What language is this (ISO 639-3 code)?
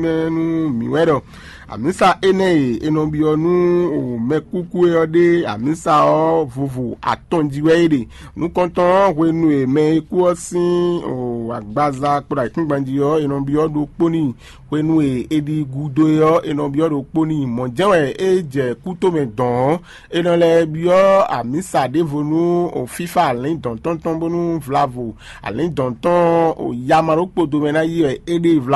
fon